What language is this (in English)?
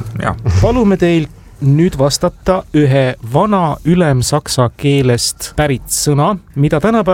Estonian